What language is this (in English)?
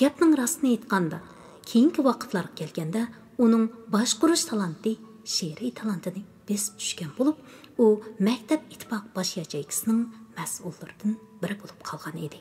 Uyghur